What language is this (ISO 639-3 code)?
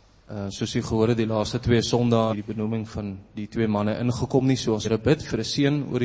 afr